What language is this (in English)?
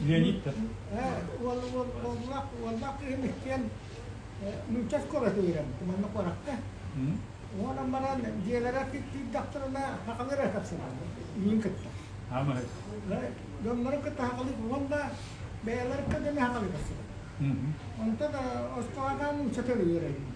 Yakut